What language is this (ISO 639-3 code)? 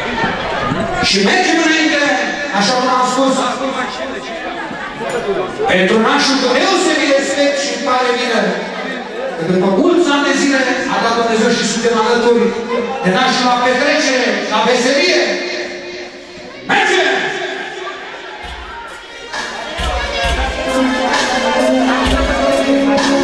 ron